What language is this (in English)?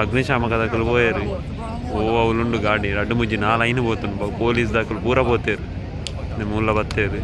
Tulu